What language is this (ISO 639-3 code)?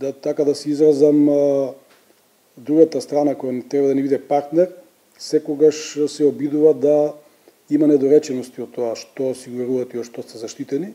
mkd